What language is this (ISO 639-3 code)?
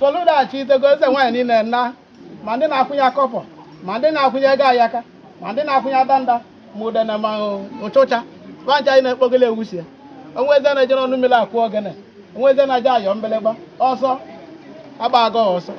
ibo